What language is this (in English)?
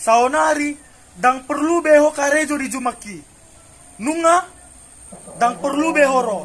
Batak Toba